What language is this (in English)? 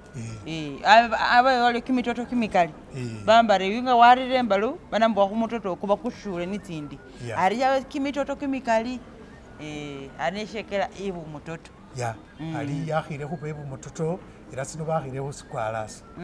Masaaba